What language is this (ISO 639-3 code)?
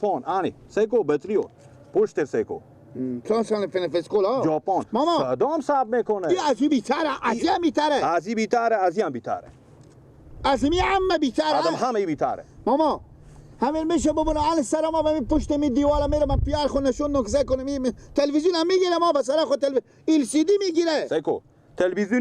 fas